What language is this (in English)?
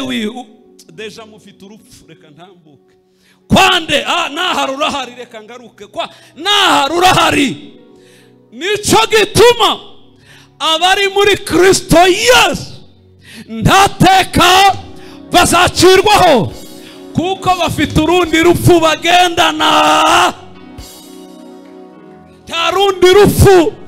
Kinyarwanda